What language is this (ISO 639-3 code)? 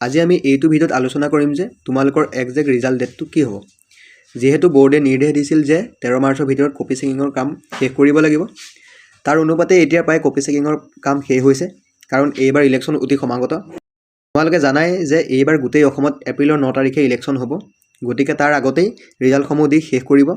asm